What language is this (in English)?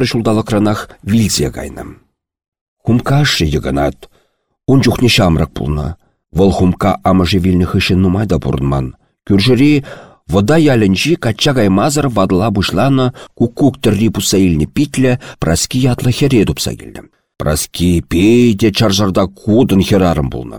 Chuvash